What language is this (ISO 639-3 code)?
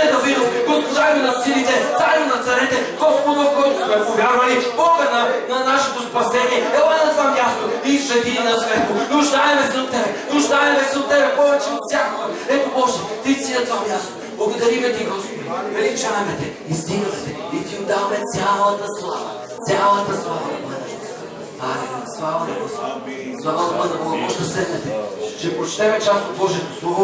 bul